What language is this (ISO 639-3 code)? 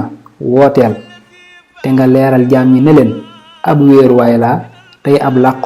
wol